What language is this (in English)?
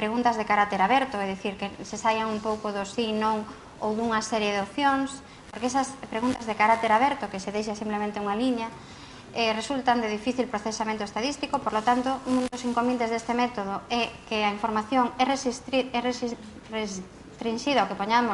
Galician